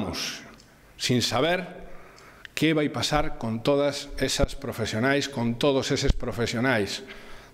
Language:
Galician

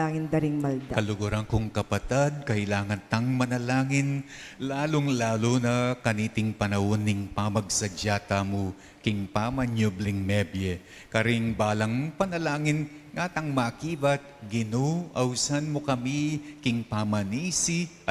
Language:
Pampanga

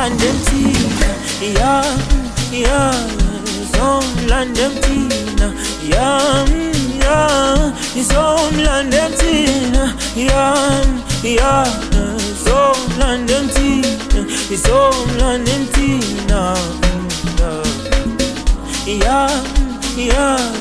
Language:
Zulu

